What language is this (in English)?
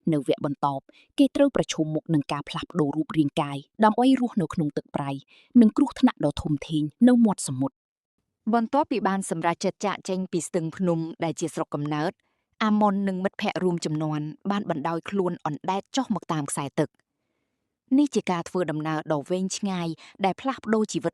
Khmer